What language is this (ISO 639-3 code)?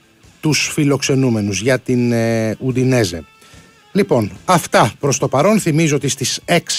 ell